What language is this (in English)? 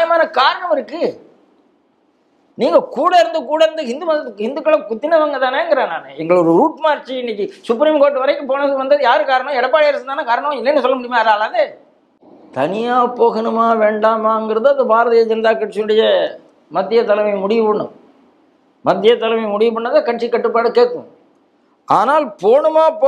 Tamil